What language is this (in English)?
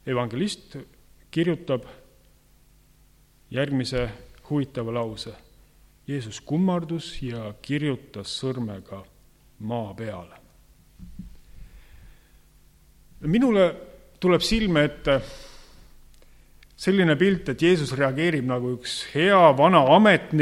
Estonian